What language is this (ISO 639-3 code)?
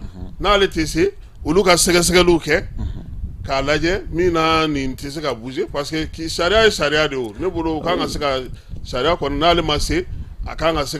bam